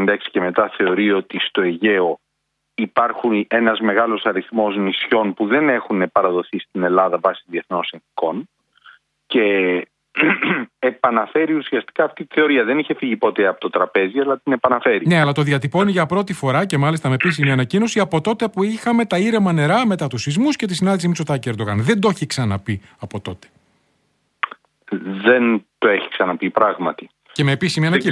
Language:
Greek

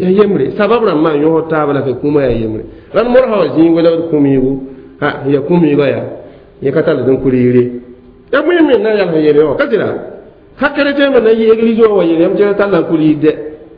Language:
Mossi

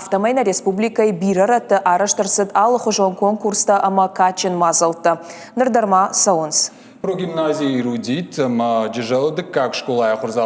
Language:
Ossetic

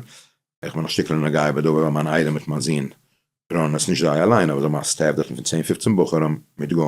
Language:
Yiddish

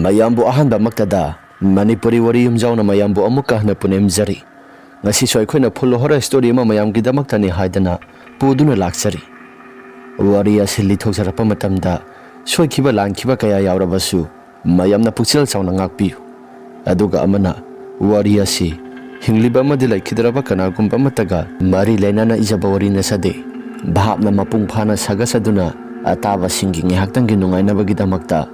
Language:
Manipuri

